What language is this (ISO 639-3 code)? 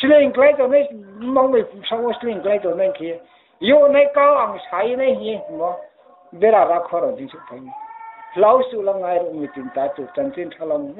ria